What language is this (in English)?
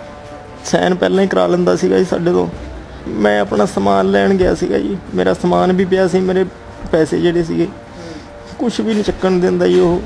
Punjabi